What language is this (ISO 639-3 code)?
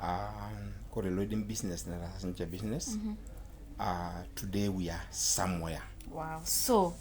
mas